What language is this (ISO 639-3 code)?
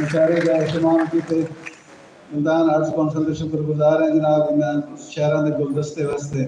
skr